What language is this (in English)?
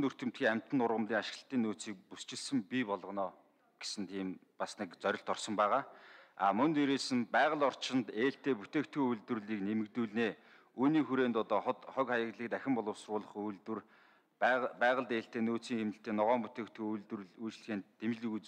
Mongolian